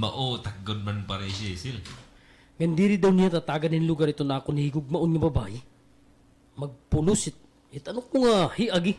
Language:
Waray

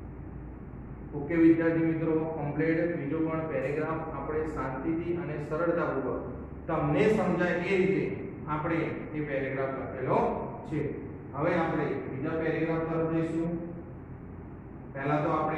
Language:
Gujarati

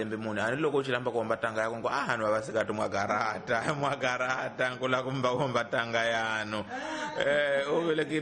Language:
Tsonga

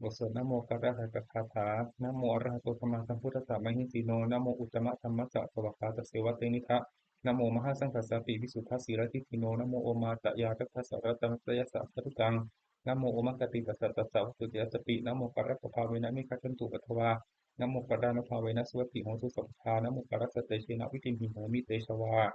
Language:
Pali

